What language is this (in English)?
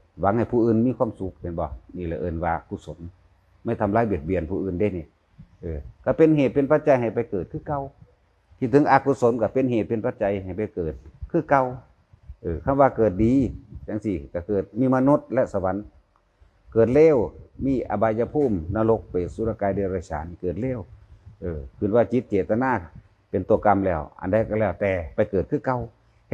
Northeastern Thai